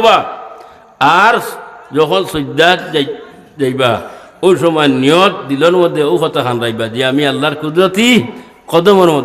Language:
Sylheti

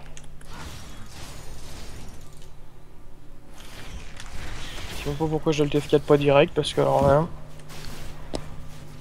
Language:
French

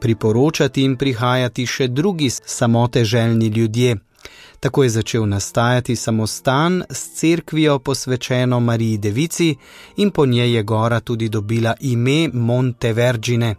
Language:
Slovenian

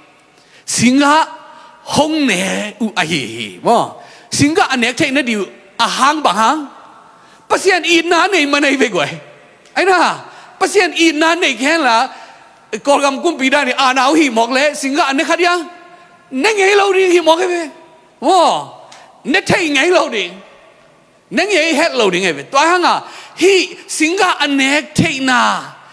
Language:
Tedim Chin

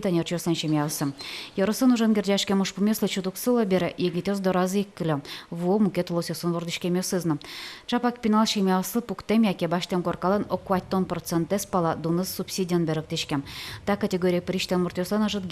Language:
Udmurt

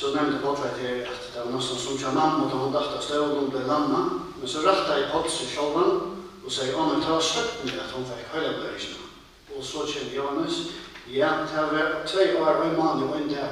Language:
Faroese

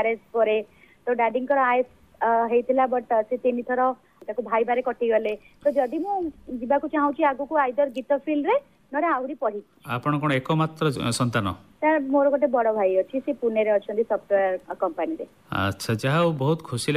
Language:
Odia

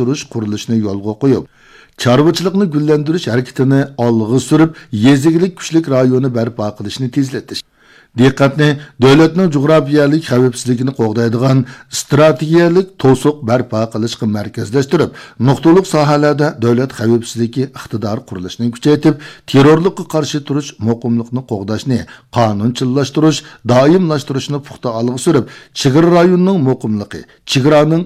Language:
Uyghur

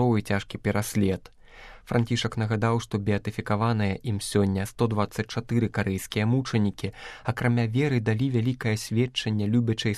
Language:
Belarusian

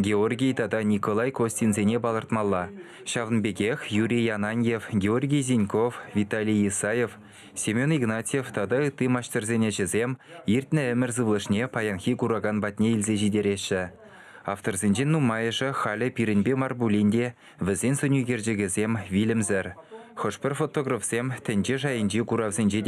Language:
Chuvash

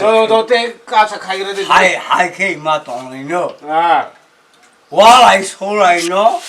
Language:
Kok Borok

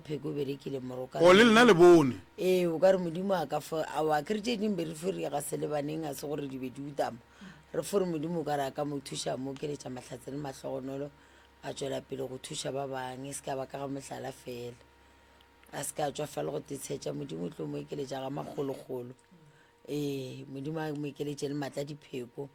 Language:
Northern Sotho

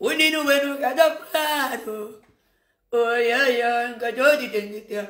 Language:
Kabuverdianu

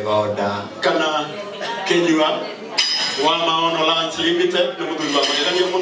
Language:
Kikuyu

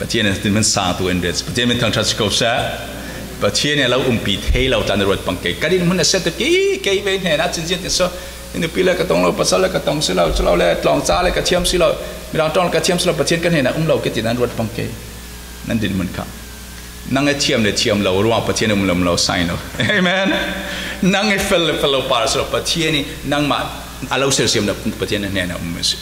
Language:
Falam Chin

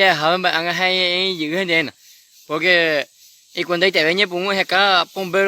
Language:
Guarani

